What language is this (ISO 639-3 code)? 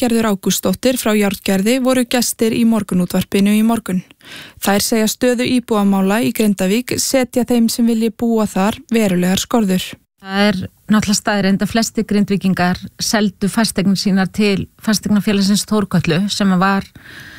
isl